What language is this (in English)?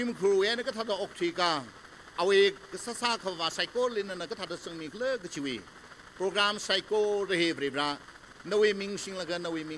Tangkhul Naga (India)